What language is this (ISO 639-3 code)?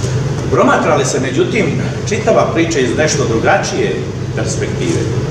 bos